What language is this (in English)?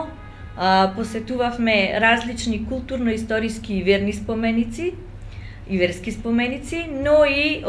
Macedonian